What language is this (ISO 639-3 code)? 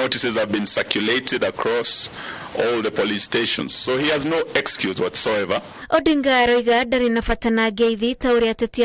kik